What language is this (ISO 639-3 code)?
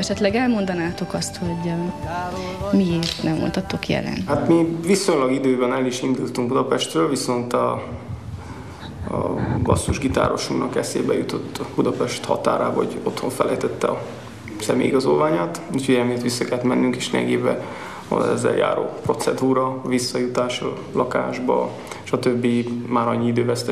hun